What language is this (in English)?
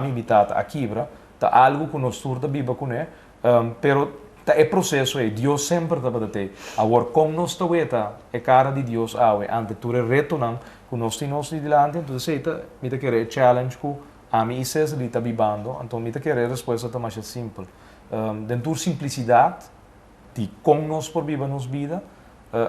Papiamento